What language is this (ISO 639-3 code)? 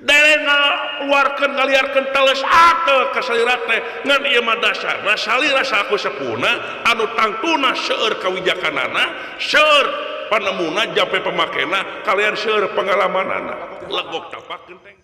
sun